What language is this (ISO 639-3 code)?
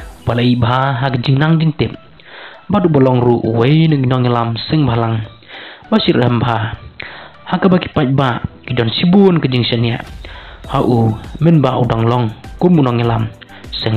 kha